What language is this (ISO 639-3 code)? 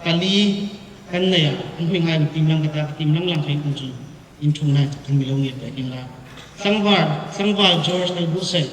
hmr